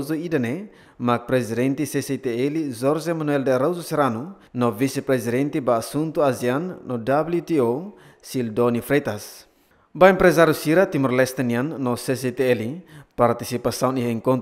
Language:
Tetum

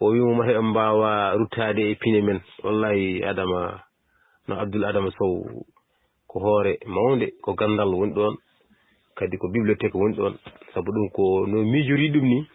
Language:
Fula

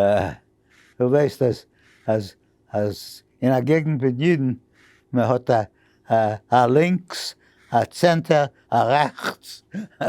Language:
Yiddish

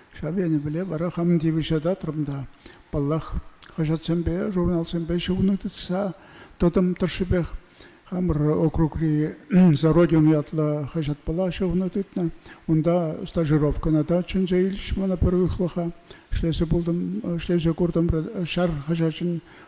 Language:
Chuvash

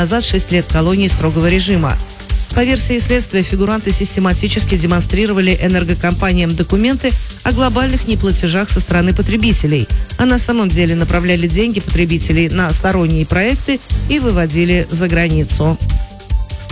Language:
Russian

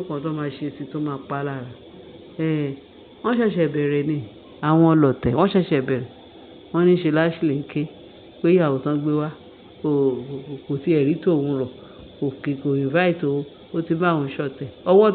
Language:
Yoruba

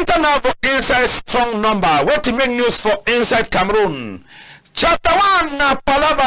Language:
Cameroon Pidgin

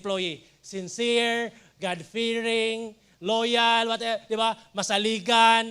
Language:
Cebuano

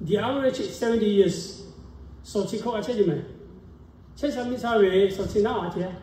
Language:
Lahu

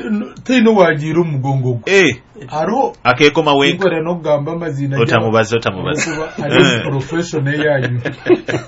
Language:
Nyoro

